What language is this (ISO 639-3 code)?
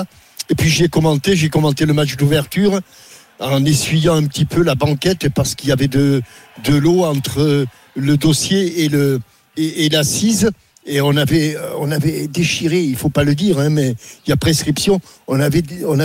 fra